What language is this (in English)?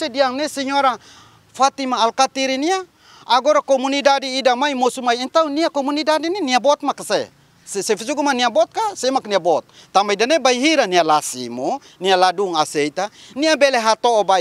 Tetum